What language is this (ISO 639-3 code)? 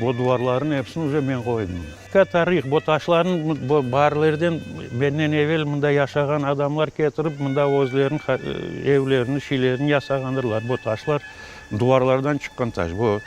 crh